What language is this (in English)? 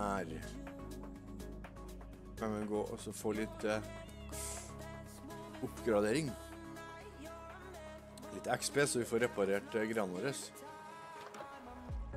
Norwegian